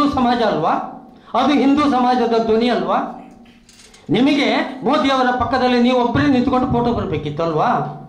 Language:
Kannada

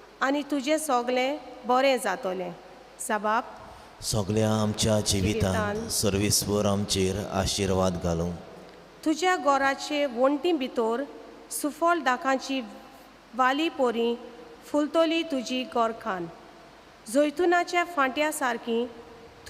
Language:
Konkani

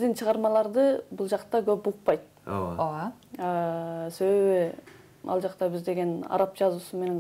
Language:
Kyrgyz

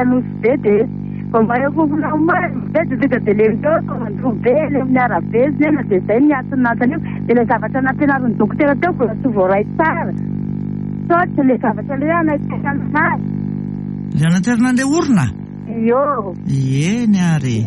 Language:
Malagasy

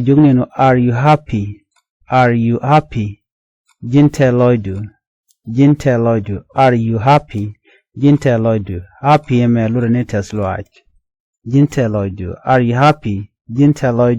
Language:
Nuer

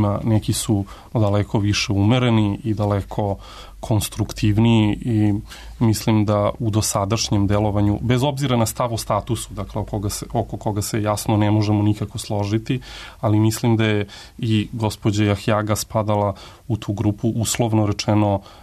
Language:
Serbian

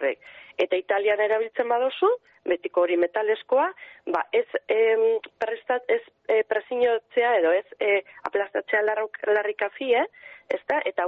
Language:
Basque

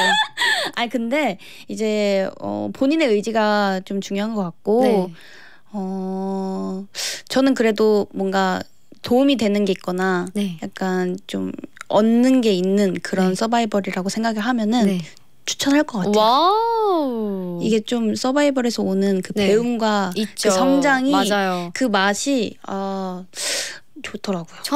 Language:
Korean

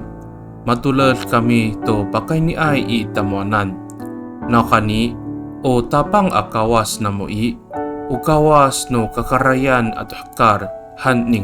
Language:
Amis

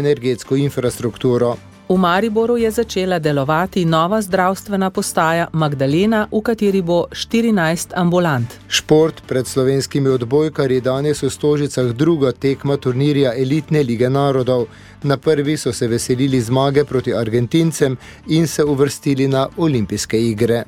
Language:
Slovenian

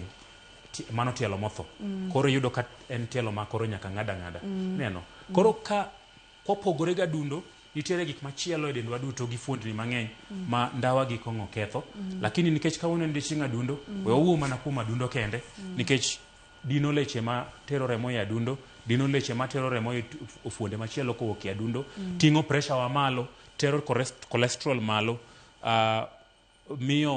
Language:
Luo (Kenya and Tanzania)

